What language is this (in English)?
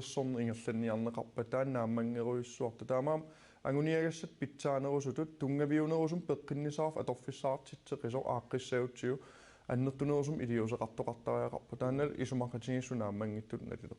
Kalaallisut